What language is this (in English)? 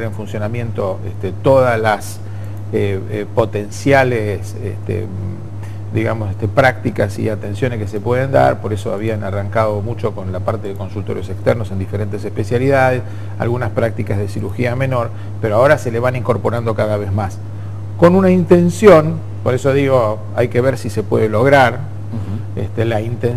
Spanish